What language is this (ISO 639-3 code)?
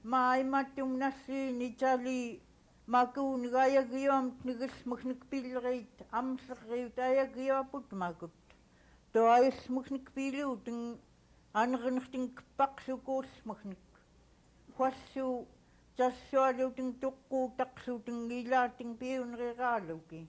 esu